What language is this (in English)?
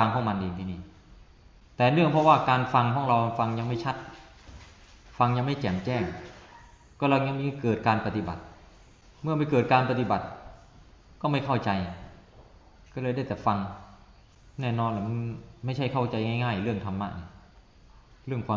Thai